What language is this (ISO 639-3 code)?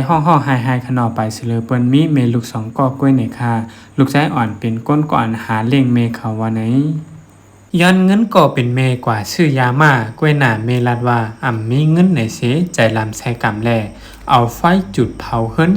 shn